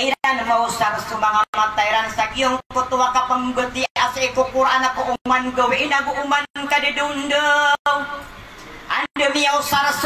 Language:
Maranao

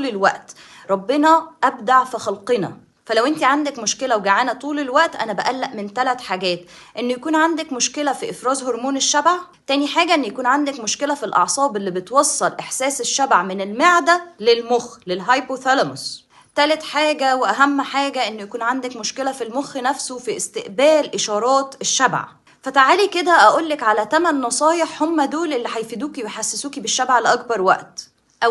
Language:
Egyptian Arabic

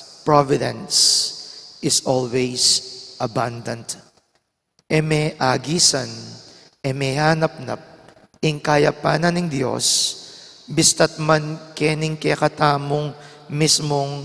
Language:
Pampanga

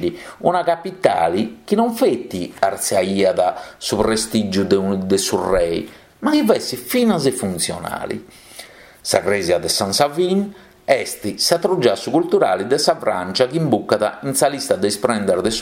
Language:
Sardinian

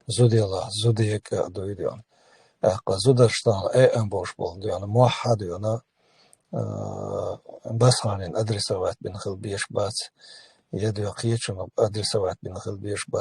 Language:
Chechen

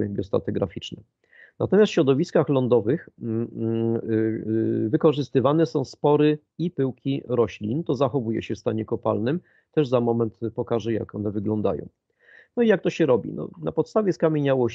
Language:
Polish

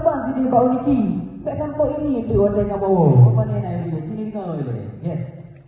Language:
Achinese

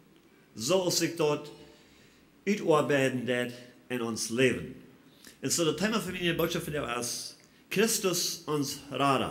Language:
Plautdietsch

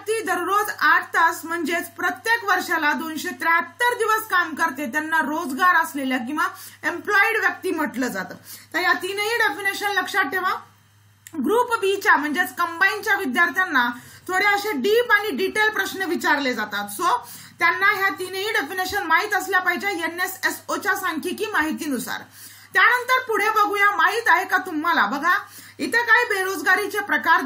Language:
Marathi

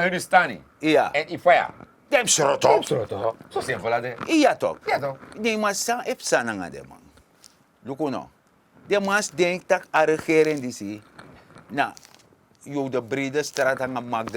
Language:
Sranan Tongo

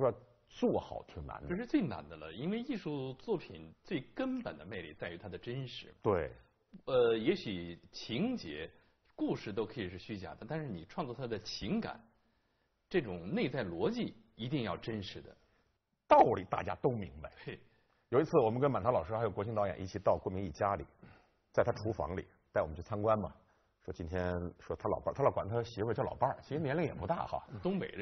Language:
Chinese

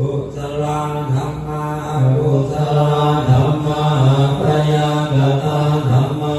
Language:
Pali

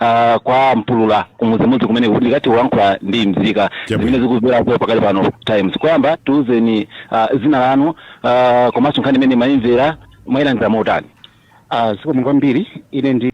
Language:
Nyanja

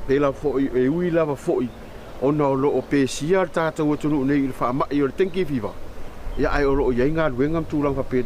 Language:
Samoan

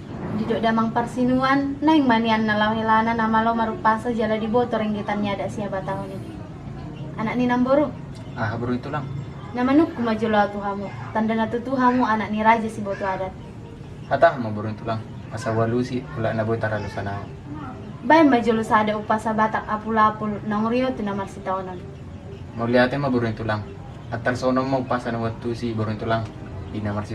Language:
Batak Toba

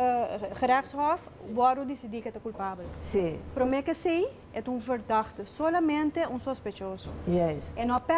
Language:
Papiamento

